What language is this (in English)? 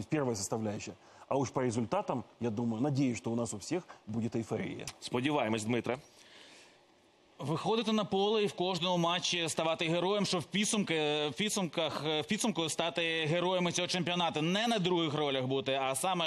Ukrainian